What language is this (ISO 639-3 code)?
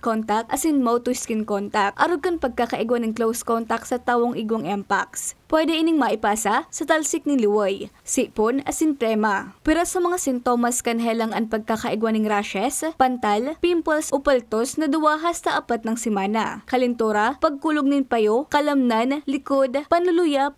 bik